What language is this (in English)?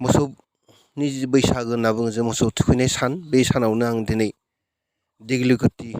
Bodo